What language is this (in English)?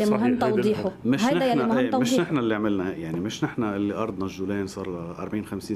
North Levantine Arabic